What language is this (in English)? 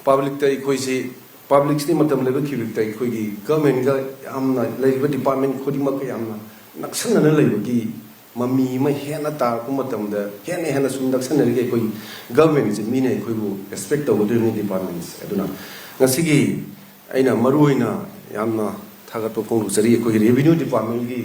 Manipuri